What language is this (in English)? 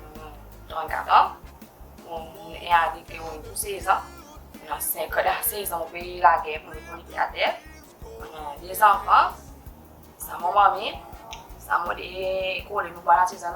Seselwa Creole French